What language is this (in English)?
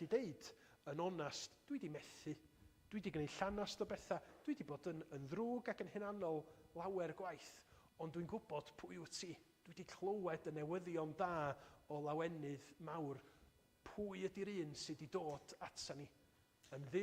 Welsh